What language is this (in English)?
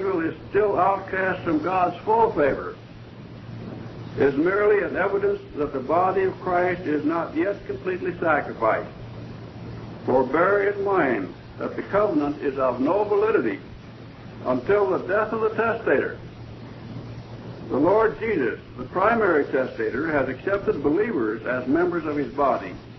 English